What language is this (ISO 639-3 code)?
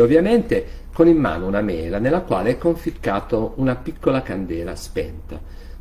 ita